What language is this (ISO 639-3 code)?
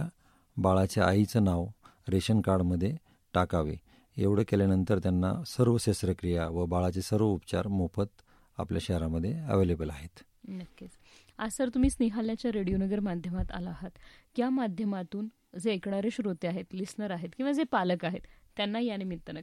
mar